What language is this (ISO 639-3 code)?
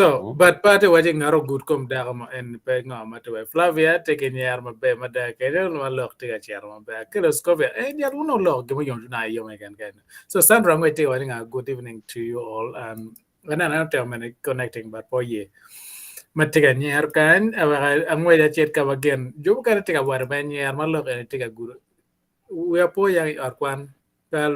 ach